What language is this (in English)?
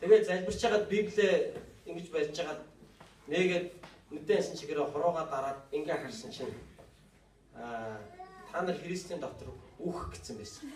Mongolian